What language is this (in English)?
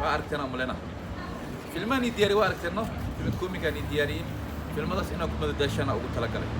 Somali